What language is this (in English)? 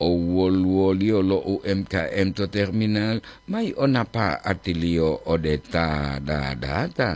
Gorontalo